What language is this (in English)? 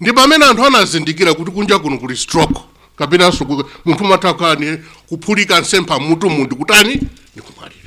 Nyanja